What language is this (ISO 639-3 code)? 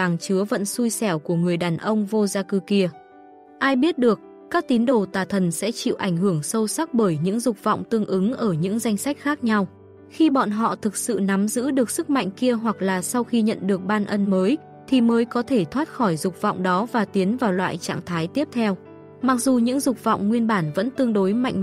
vie